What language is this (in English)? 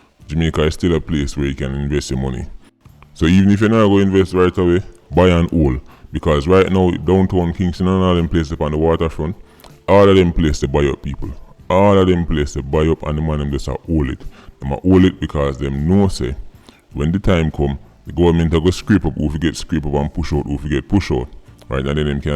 Jamaican Creole English